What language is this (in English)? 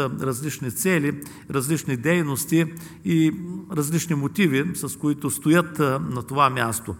Bulgarian